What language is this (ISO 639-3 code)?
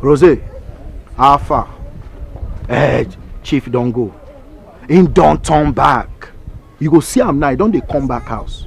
pcm